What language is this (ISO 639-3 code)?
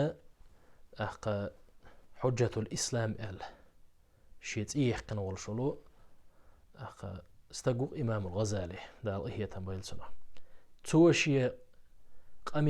che